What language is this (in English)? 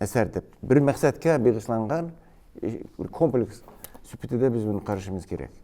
Uyghur